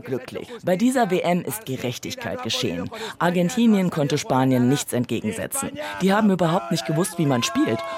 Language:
German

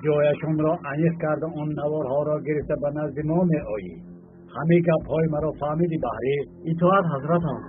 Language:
Tajik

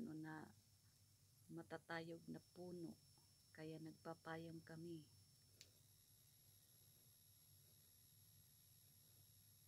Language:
Filipino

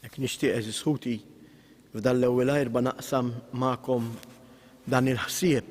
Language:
Maltese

